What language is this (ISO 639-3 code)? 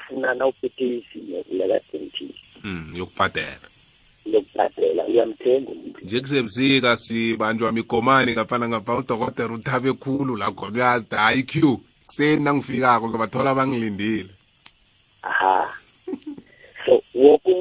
nbl